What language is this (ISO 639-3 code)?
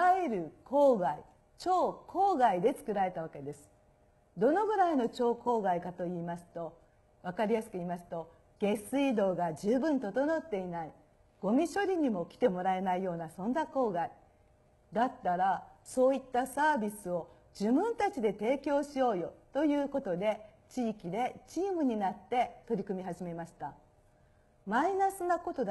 jpn